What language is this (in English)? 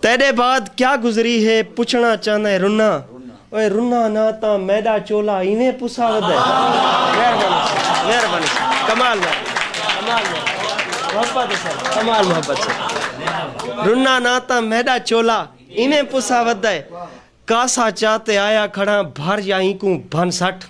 Saraiki